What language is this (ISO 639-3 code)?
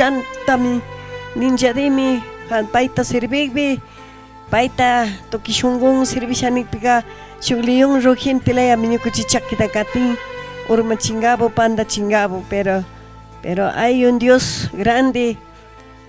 qug